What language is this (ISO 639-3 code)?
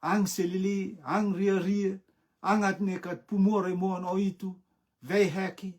rtm